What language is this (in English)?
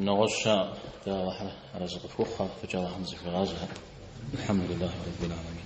Kabardian